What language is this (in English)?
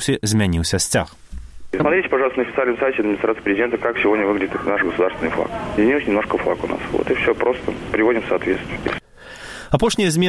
Belarusian